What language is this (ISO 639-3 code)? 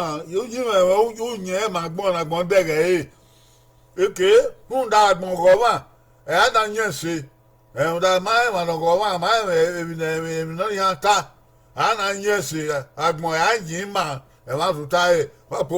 bin